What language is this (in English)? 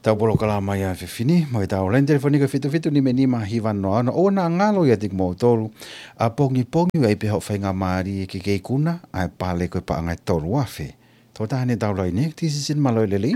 Tongan